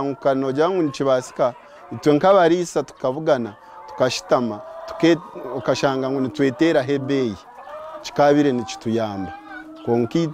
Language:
Nyankole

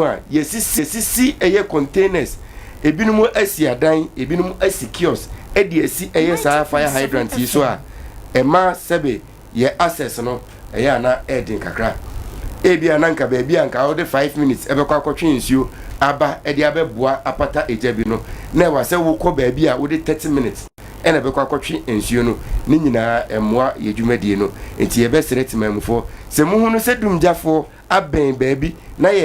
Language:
Akan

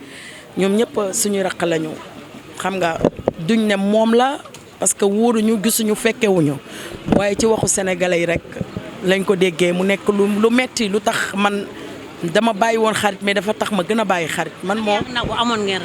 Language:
Wolof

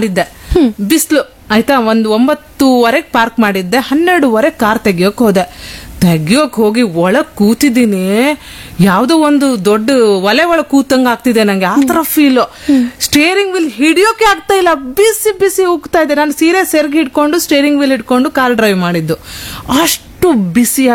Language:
Kannada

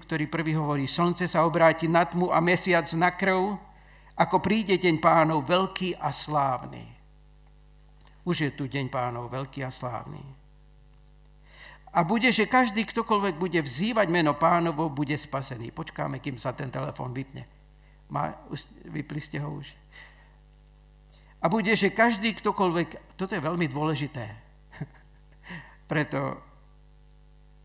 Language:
Slovak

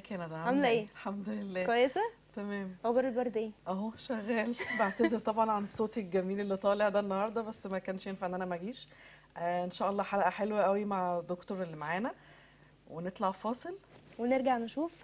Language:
Egyptian Arabic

